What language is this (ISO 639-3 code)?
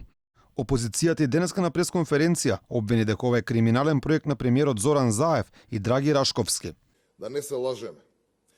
mkd